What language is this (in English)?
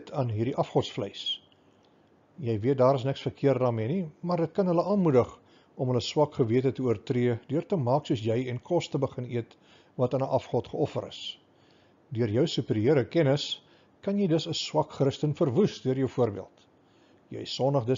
Afrikaans